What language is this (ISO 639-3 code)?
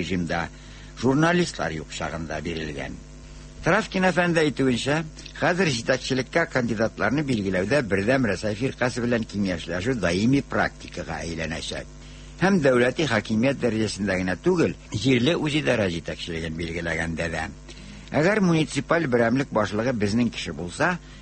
tat